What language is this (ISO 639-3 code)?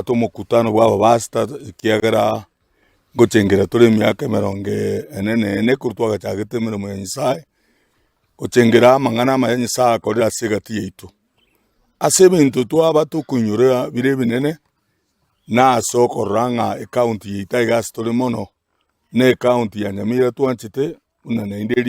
guz